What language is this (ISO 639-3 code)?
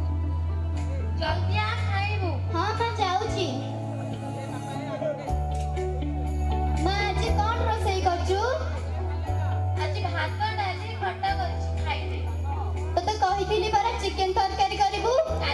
ori